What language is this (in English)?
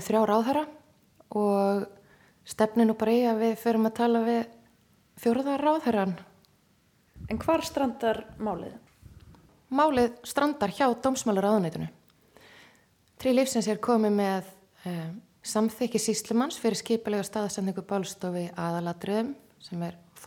Icelandic